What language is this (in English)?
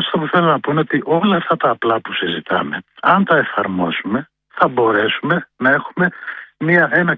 Greek